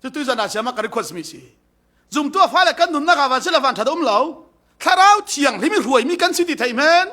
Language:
Falam Chin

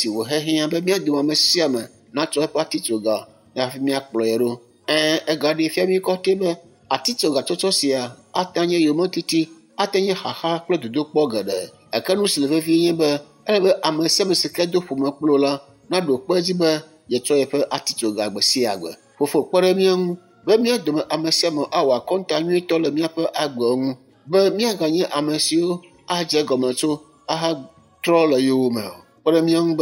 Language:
Ewe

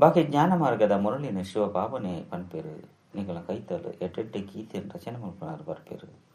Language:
Tulu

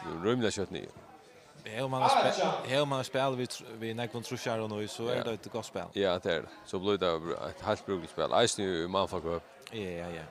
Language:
Faroese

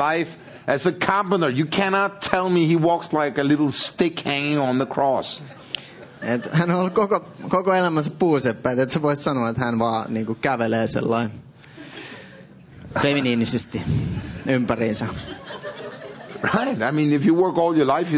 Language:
Finnish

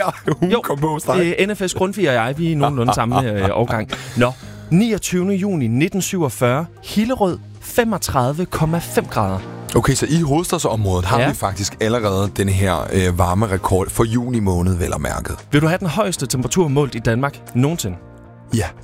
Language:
Danish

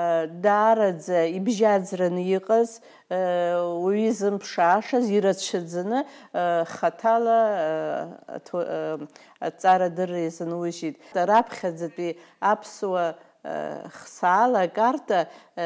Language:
Abkhazian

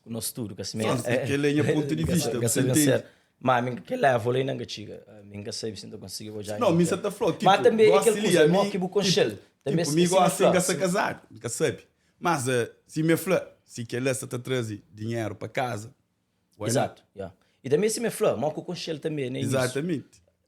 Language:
Kabuverdianu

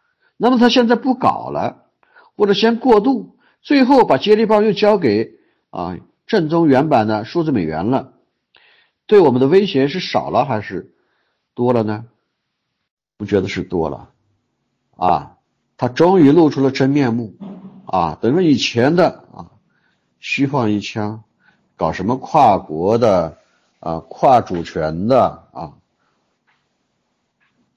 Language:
Chinese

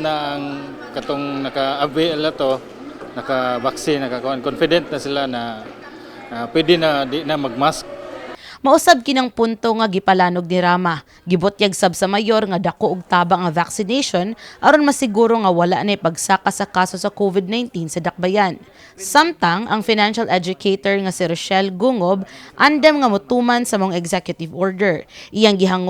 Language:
Cebuano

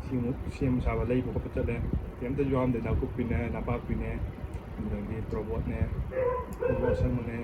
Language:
Manipuri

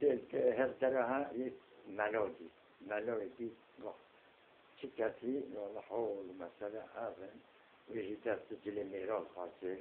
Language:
Kurdish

